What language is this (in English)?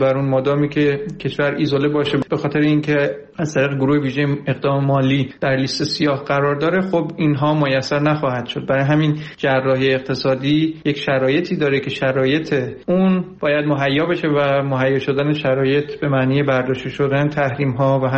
Persian